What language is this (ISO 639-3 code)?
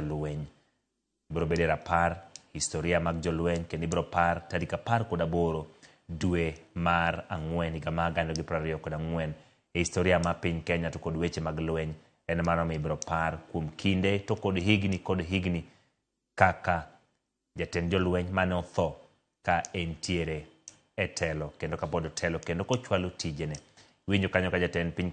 luo